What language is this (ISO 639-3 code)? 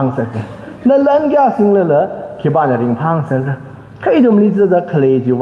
nmf